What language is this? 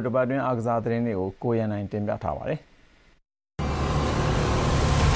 Burmese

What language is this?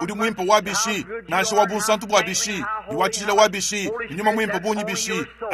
Luba-Lulua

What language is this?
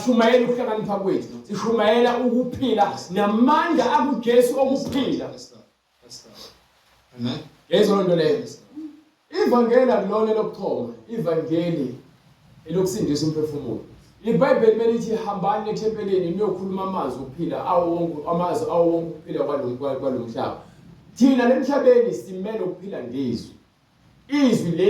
Zulu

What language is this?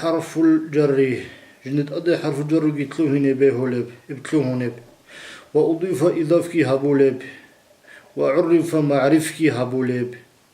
Avaric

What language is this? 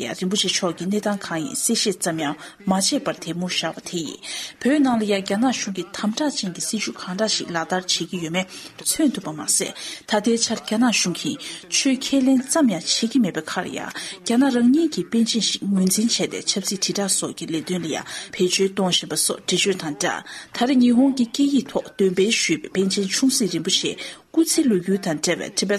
Tibetan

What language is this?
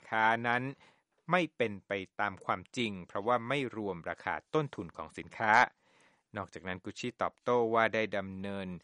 Thai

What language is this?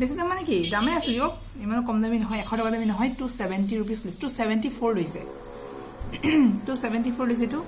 Assamese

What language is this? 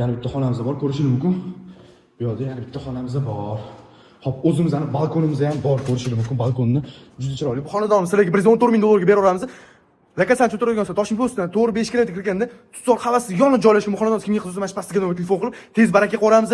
Uzbek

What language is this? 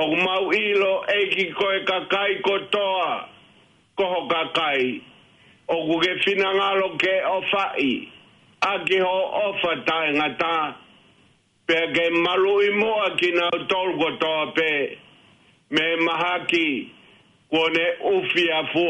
Tongan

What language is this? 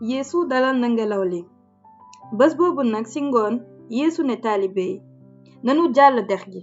Wolof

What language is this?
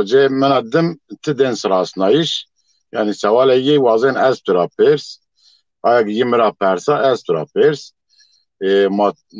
Zaza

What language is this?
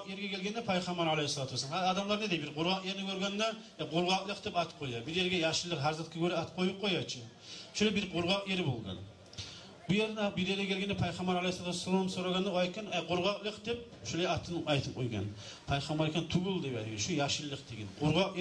Kumyk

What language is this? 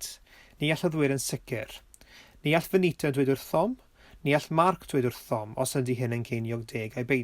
Welsh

